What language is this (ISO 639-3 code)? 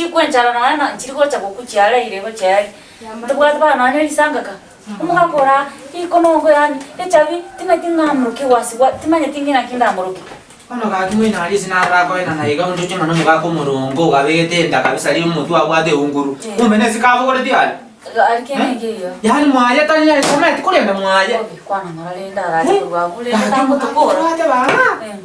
guz